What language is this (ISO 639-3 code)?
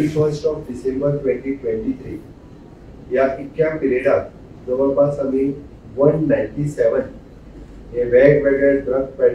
kok